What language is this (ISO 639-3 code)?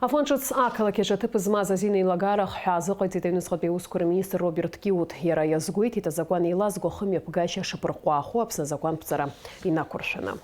abk